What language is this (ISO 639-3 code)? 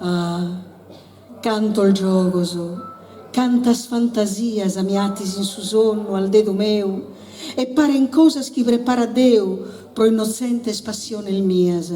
srd